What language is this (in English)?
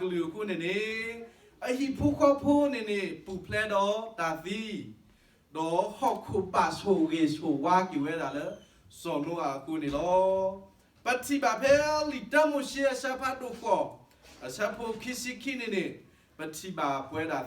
S'gaw Karen